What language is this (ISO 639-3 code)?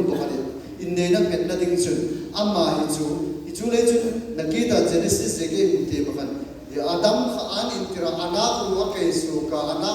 hmr